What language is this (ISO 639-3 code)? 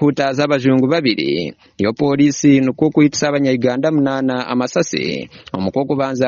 nyn